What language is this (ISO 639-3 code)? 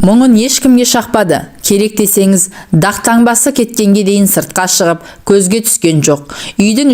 kaz